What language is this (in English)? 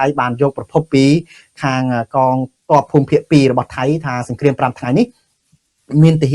Khmer